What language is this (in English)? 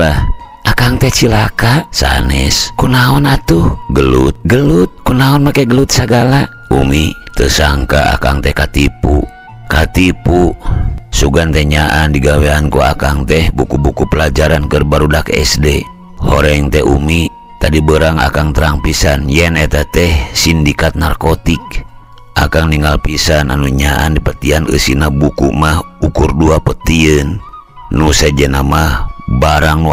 Sundanese